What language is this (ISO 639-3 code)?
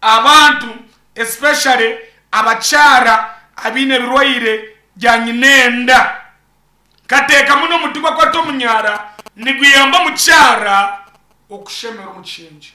nyn